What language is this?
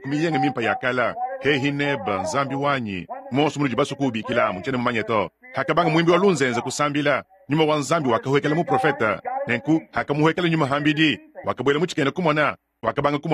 Luba-Lulua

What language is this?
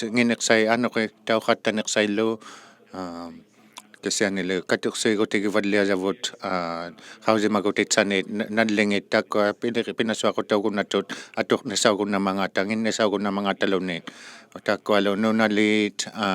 Inuktitut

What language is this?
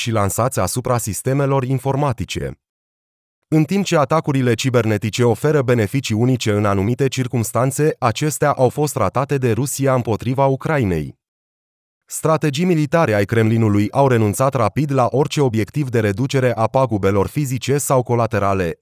Romanian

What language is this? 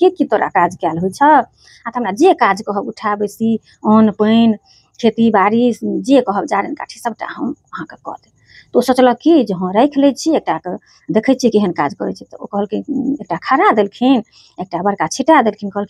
Maithili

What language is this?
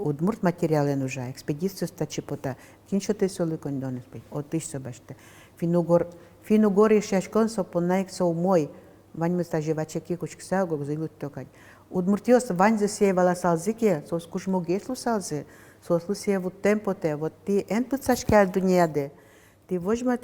Udmurt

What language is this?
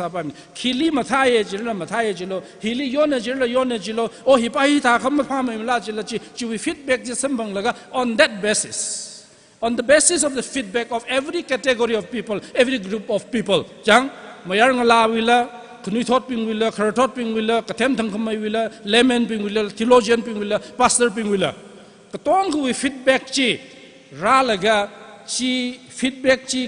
Tangkhul Naga (India)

